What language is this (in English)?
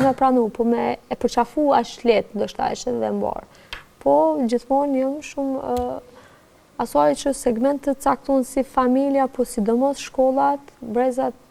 Albanian